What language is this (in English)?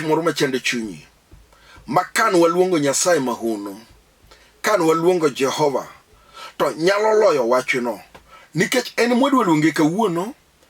Luo (Kenya and Tanzania)